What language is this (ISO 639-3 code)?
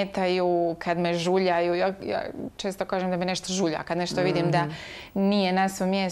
hrv